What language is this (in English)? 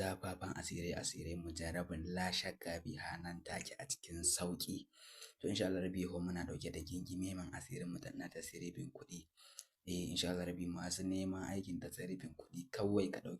Hausa